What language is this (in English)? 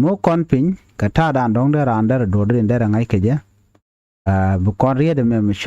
Nuer